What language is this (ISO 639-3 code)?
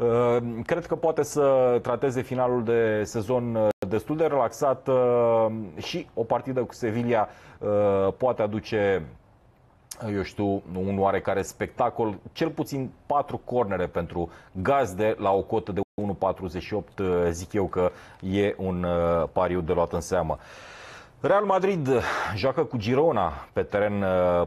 ron